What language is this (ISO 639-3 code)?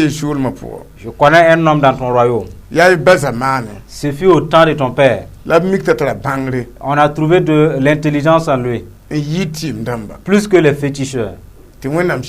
mos